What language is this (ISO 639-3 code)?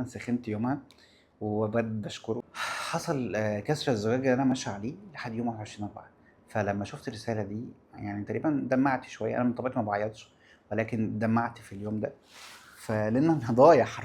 arz